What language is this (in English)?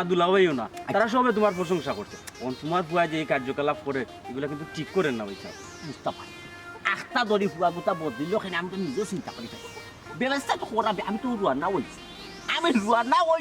Sylheti